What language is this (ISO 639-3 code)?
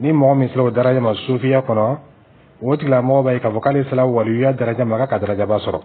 dyu